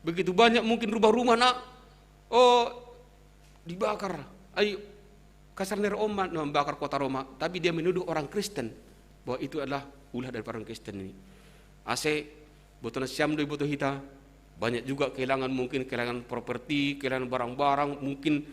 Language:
Batak Simalungun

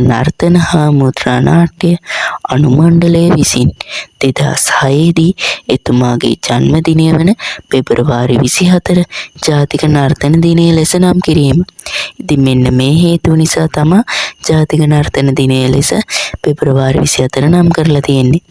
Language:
Sinhala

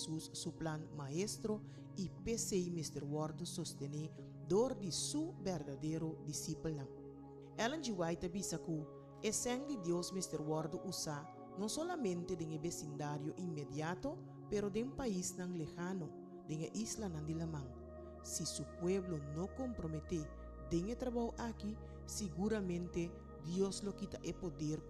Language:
Papiamento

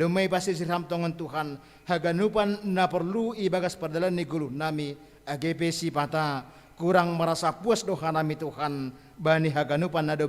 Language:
Batak Simalungun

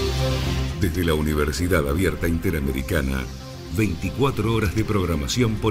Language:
Spanish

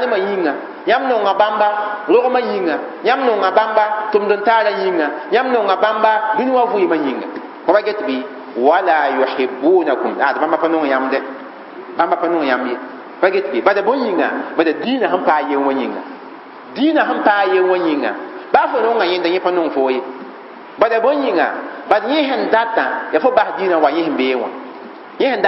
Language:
Mossi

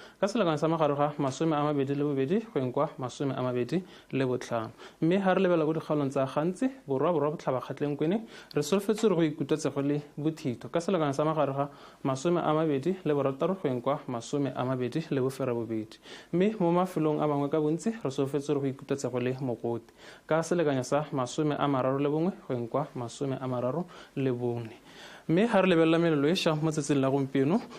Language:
Tswana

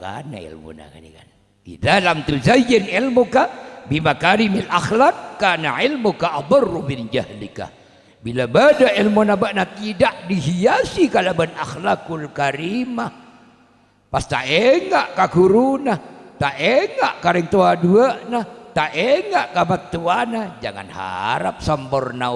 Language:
Madurese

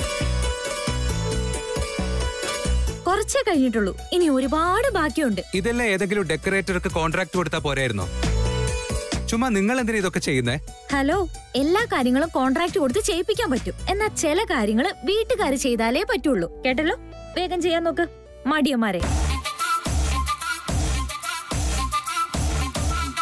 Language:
Malayalam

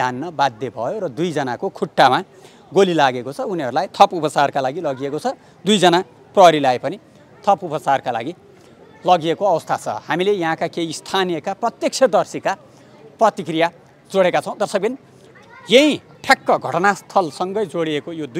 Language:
Nepali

